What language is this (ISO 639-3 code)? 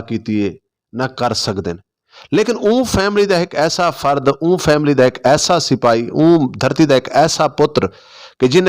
lah